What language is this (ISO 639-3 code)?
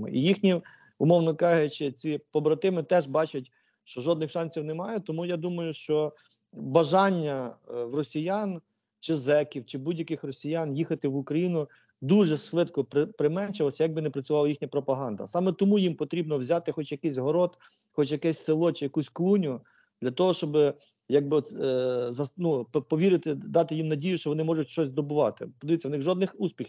ukr